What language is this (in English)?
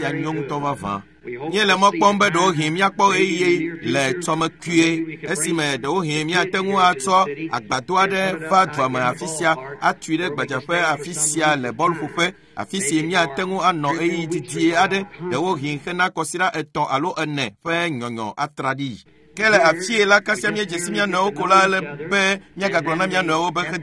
Ewe